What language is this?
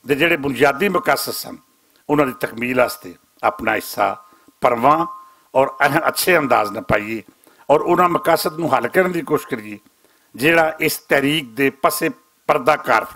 Western Panjabi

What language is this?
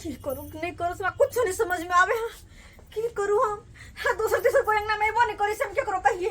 Maithili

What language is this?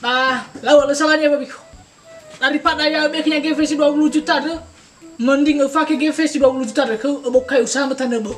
Nias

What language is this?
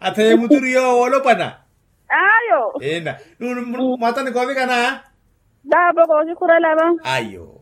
Makhuwa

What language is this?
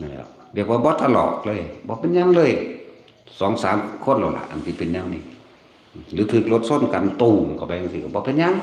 Northeastern Thai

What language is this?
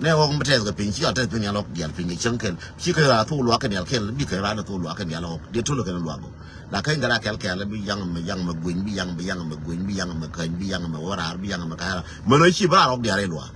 Nuer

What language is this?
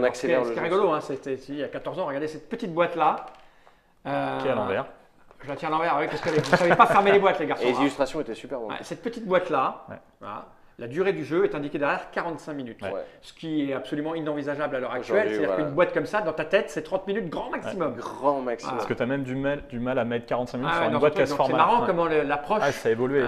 French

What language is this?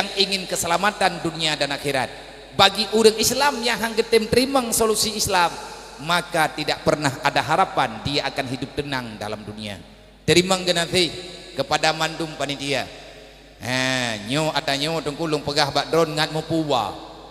Achinese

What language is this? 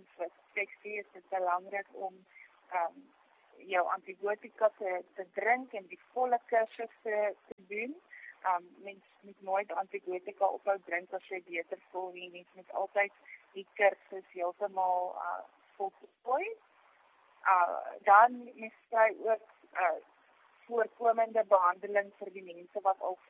Afrikaans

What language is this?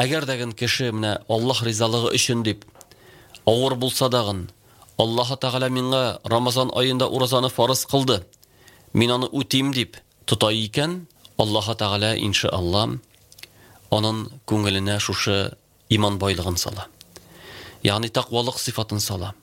Tatar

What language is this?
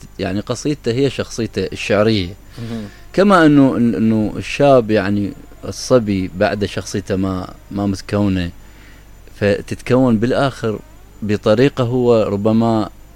Mesopotamian Arabic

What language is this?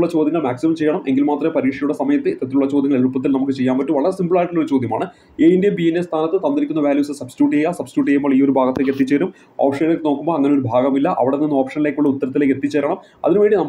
Malayalam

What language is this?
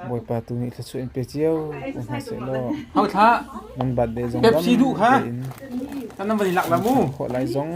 Hakha Chin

